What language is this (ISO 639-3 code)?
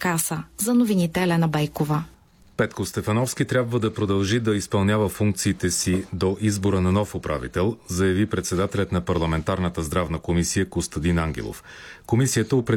bul